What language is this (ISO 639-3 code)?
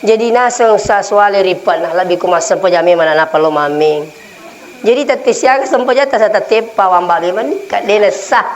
bug